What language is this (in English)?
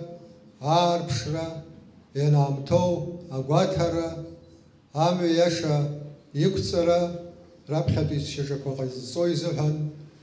Abkhazian